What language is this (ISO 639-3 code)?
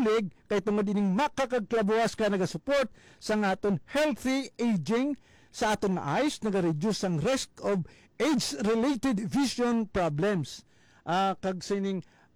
hil